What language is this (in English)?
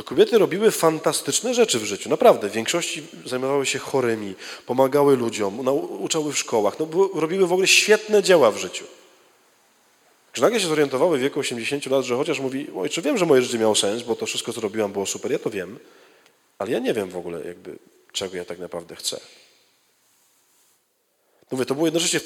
Polish